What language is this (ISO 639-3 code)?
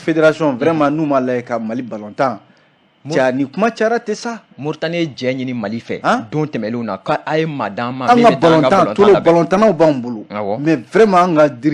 bam